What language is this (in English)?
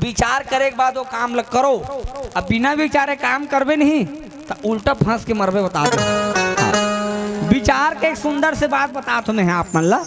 Chhattisgarhi